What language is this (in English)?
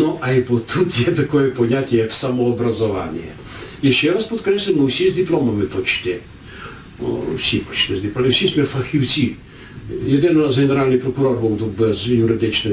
Rusyn